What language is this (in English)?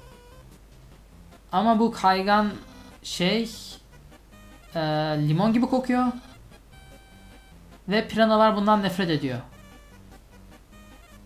Turkish